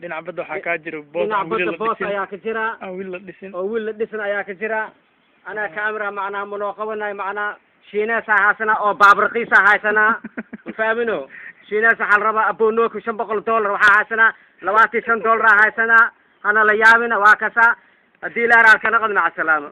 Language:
Somali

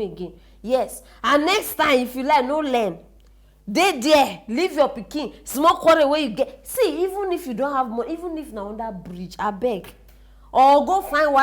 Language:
Nigerian Pidgin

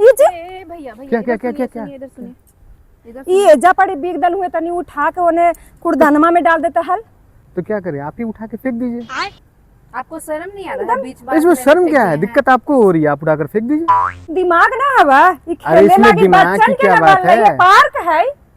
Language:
Magahi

